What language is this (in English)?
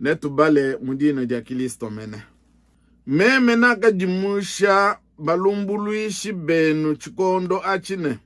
Luba-Lulua